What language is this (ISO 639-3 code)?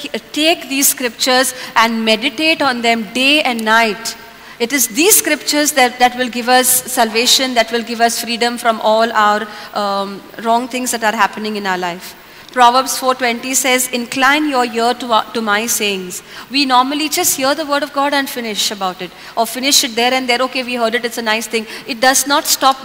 kok